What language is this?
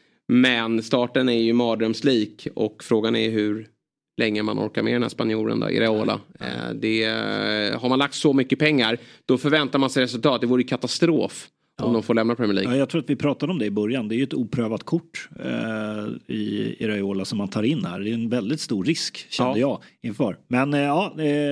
Swedish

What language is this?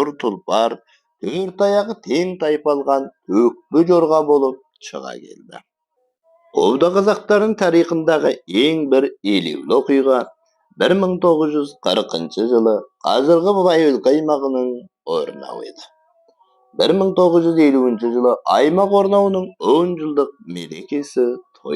Kazakh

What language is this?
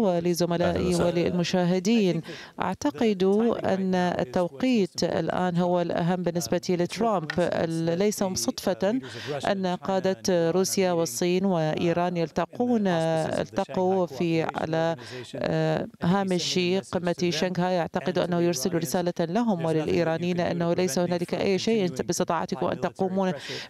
Arabic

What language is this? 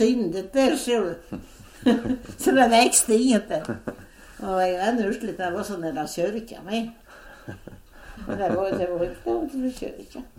Swedish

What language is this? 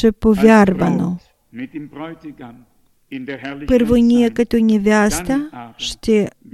Bulgarian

